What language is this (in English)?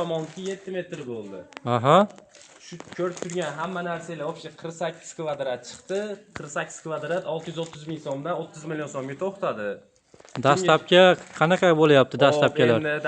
Uzbek